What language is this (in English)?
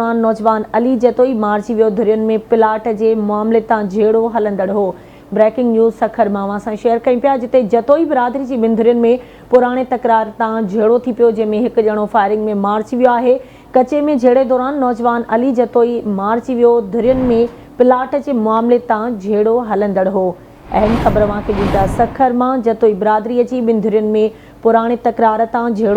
Sindhi